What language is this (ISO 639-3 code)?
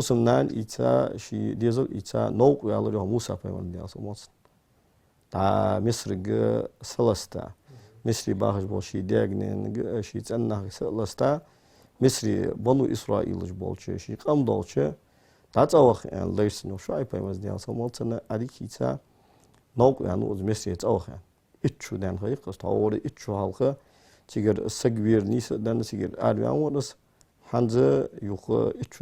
inh